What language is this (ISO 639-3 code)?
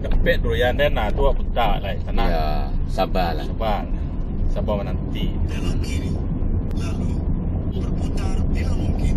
min